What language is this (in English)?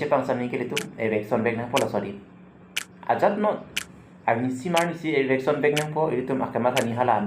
Karbi